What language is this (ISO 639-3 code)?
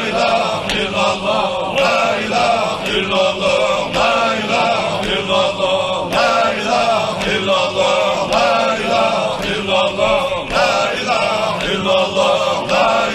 inh